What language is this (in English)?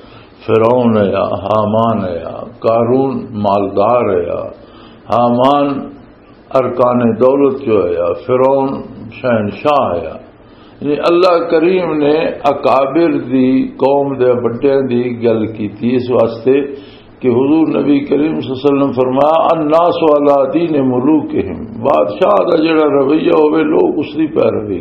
Western Panjabi